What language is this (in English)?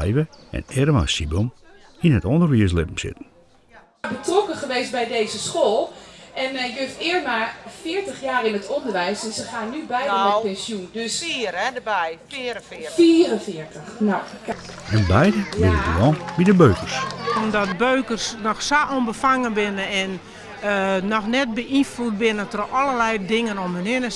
Western Frisian